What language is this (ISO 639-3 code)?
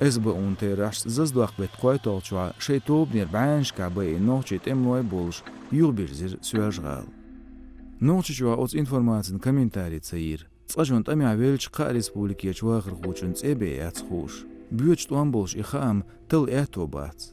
che